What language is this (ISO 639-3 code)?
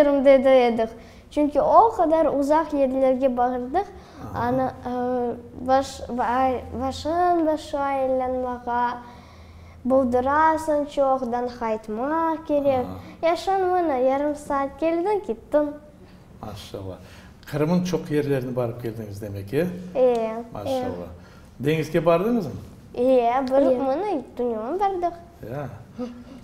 crh